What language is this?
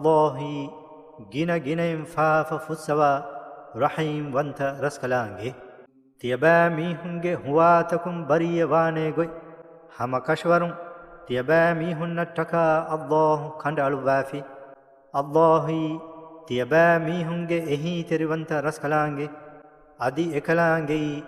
Divehi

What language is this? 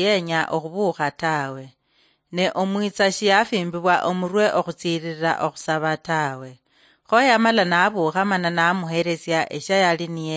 Luyia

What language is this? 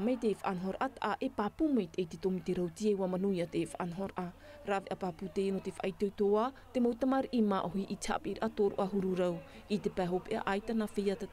Tahitian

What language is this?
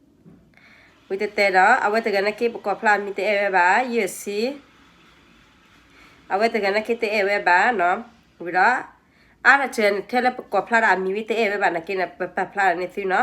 S'gaw Karen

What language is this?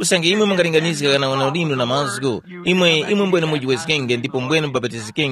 Tumbuka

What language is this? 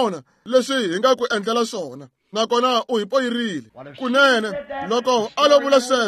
Tsonga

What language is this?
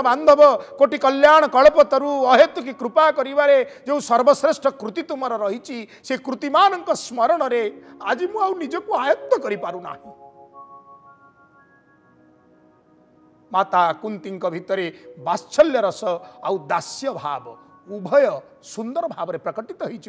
Odia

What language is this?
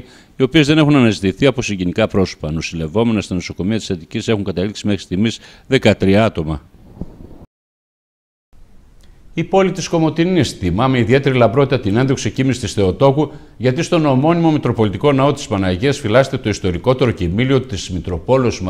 Greek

